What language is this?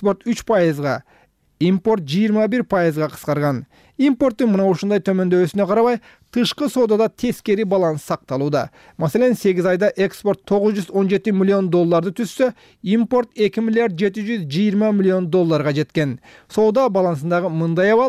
Kyrgyz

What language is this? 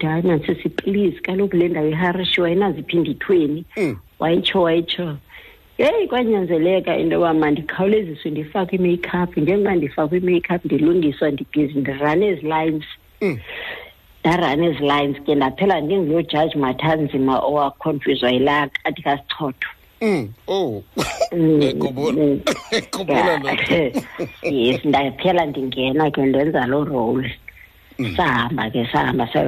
Xhosa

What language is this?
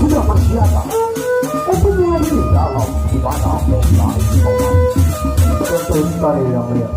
Sasak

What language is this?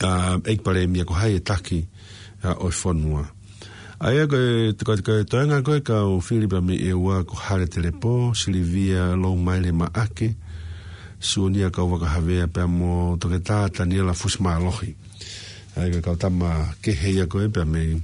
Tongan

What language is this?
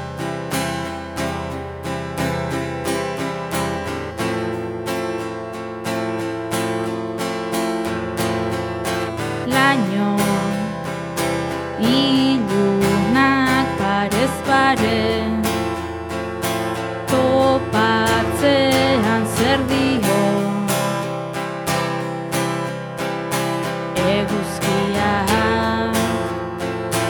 Basque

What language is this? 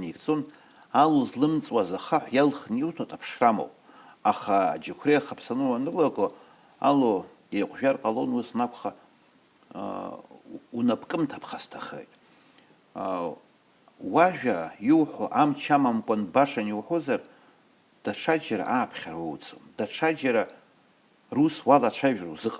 Abkhazian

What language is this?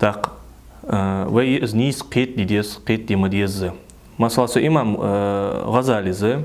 Ingush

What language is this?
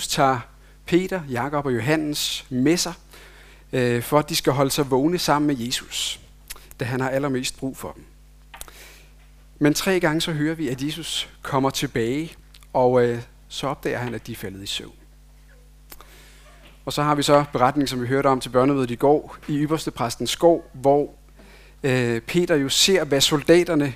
Danish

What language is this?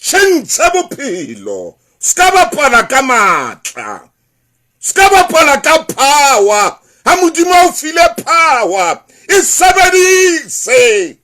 Southern Sotho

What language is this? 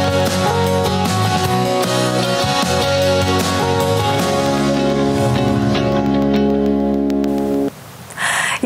Chuvash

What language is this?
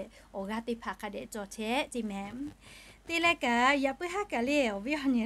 Lahu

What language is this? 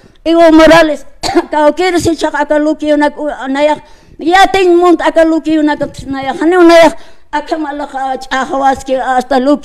Aymara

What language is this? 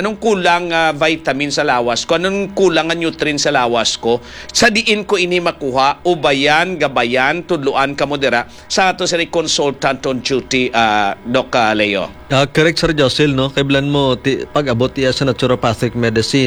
Hiligaynon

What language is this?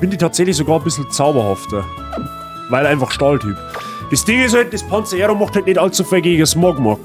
Bavarian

